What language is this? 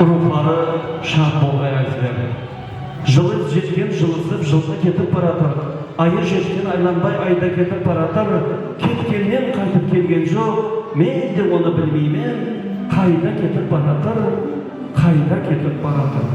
Kara-Kalpak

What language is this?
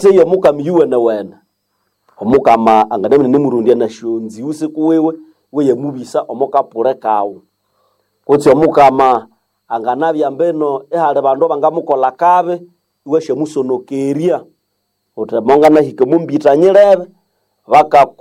Nande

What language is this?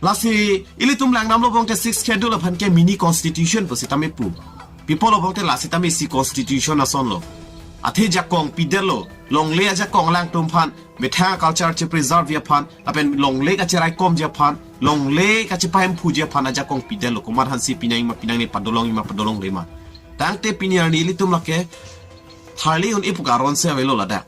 Karbi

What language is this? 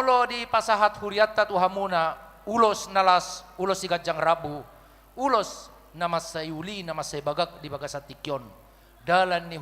Batak Toba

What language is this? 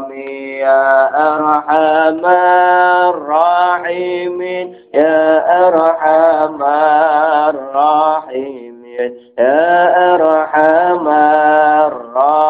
Javanese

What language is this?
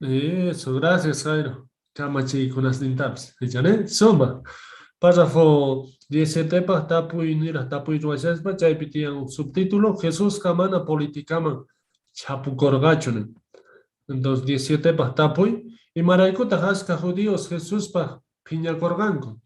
Quechua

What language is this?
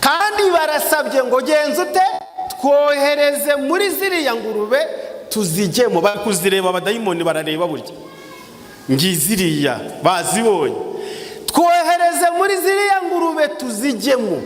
Kinyarwanda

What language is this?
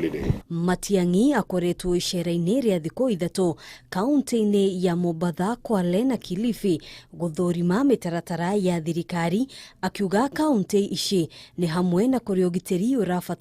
Kikuyu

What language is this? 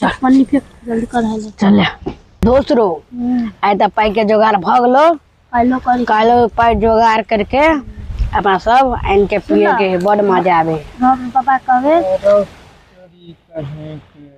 Maithili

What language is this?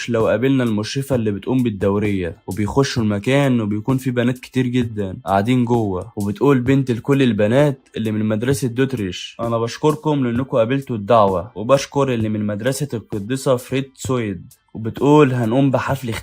Egyptian Arabic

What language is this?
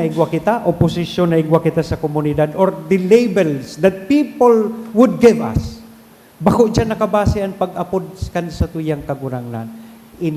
Bikol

